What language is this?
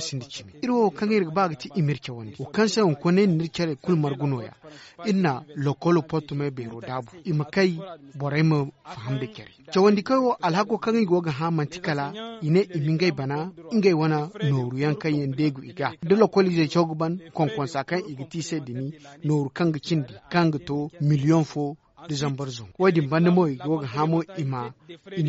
Zarma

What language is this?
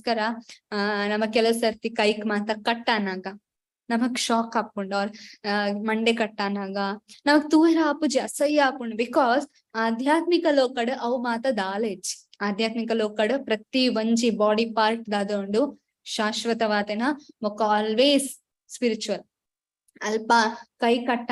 Tulu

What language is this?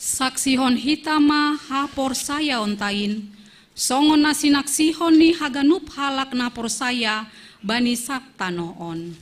Batak Simalungun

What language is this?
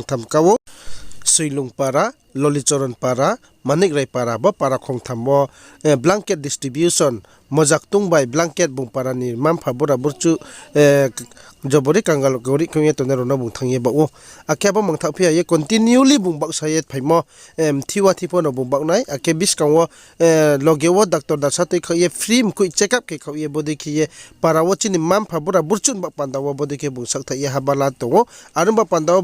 Riang (India)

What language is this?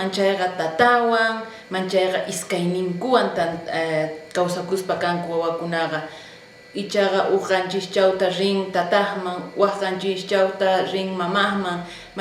South Bolivian Quechua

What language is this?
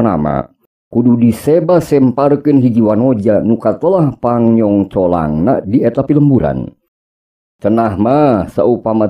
Sundanese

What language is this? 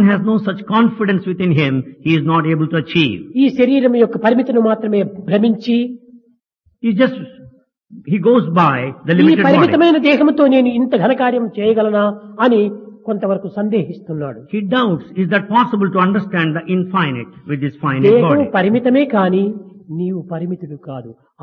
Telugu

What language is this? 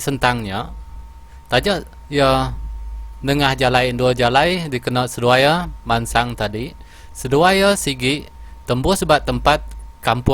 Iban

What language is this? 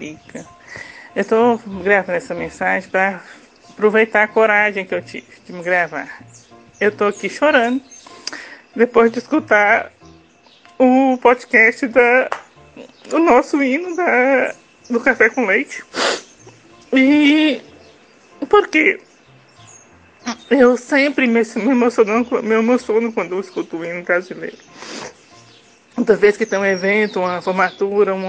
Portuguese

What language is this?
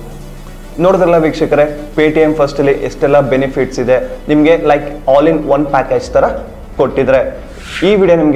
Kannada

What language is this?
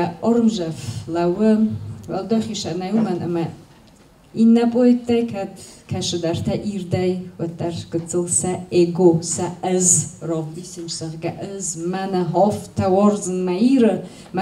Ossetic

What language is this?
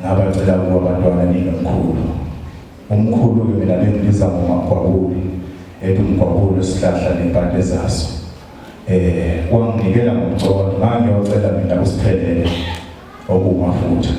Zulu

